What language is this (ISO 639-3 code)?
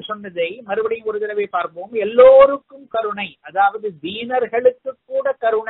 tam